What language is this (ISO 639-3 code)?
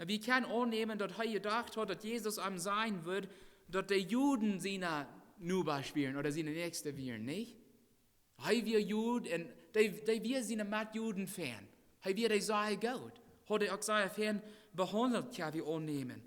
pdt